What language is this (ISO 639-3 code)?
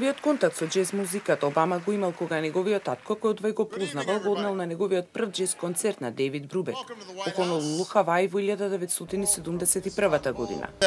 mkd